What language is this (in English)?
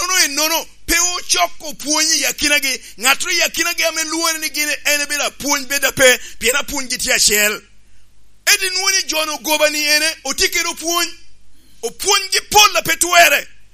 Lango (Uganda)